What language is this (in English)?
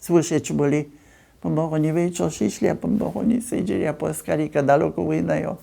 Upper Sorbian